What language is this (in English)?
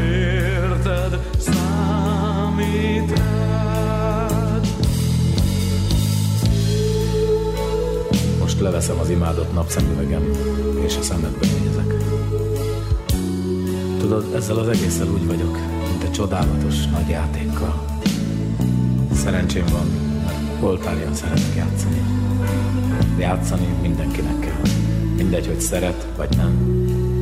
Hungarian